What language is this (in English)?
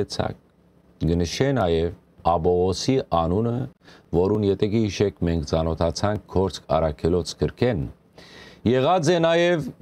Western Armenian